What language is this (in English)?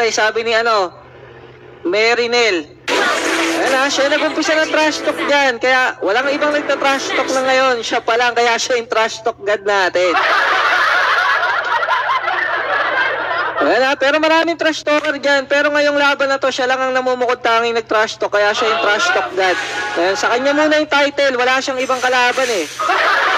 Filipino